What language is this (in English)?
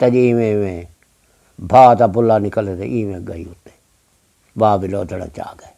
Saraiki